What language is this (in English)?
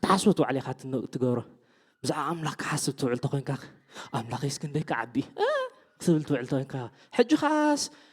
Tigrinya